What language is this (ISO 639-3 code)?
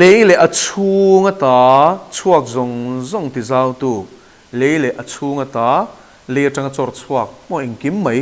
lus